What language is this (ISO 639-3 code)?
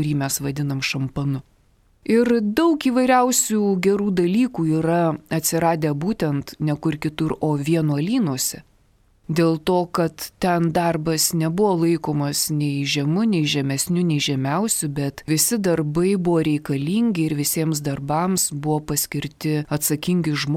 lit